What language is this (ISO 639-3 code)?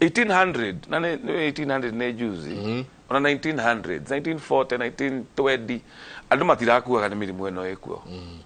kik